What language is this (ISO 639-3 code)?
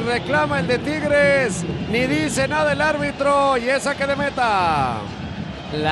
spa